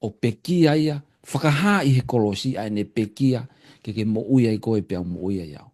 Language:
Tongan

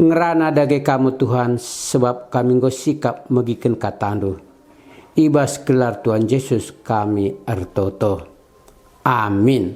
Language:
Batak Karo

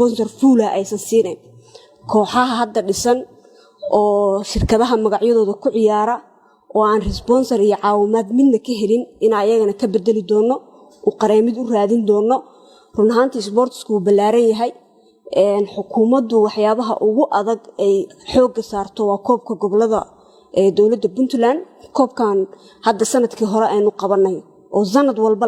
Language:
Somali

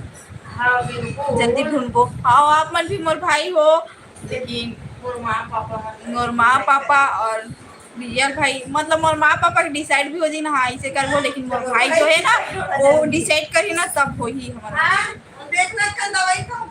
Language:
Chhattisgarhi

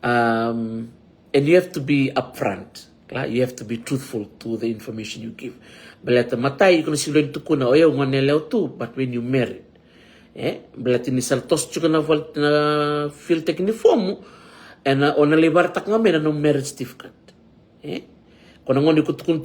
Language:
Fijian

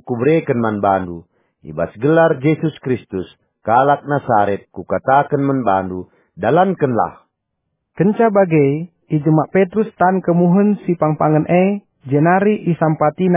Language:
Batak Karo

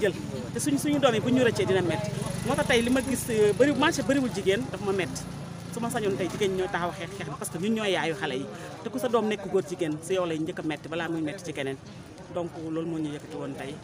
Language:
Wolof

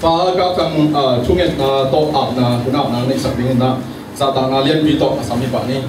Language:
Tedim Chin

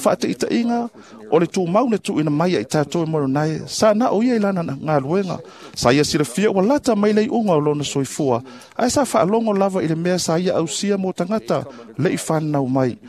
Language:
Samoan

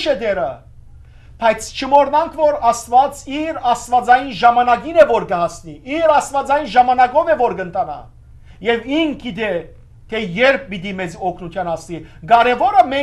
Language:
Western Armenian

